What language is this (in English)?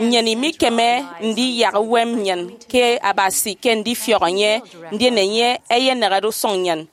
Efik